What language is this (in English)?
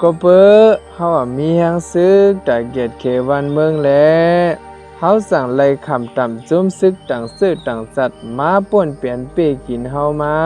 Shan